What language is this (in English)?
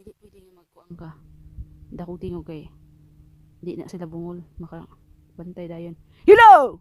Cebuano